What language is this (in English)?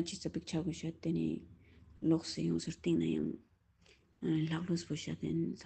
Ladakhi